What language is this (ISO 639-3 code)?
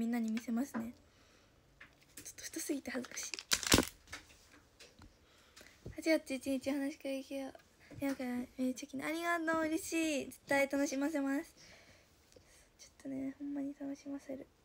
jpn